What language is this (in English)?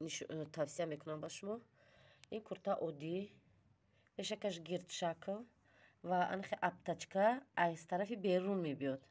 Tajik